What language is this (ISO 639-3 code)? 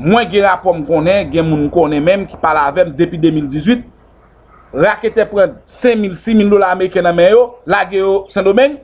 hat